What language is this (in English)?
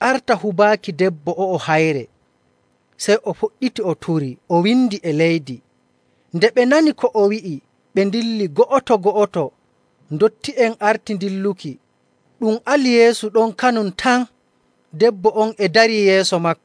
Nigerian Fulfulde